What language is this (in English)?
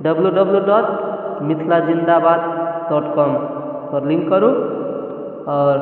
Maithili